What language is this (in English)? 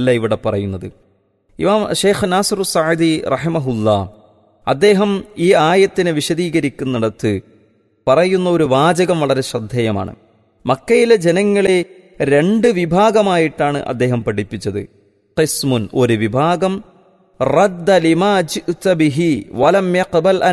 Malayalam